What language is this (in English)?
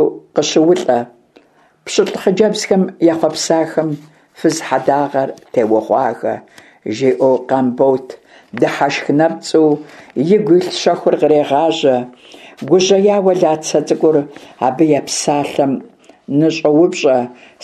Kabardian